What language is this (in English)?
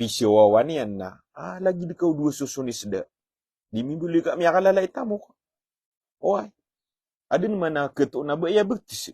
Maranao